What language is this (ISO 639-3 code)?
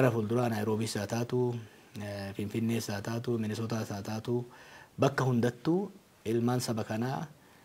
orm